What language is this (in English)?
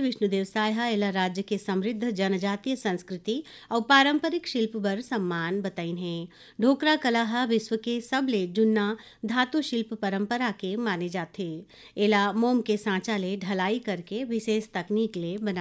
Chhattisgarhi